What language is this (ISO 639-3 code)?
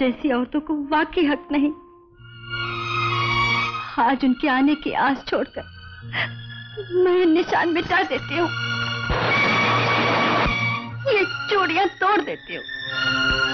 hin